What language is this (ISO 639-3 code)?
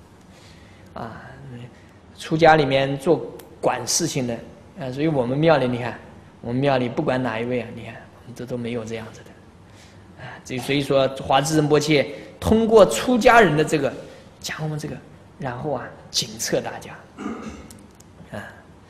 zho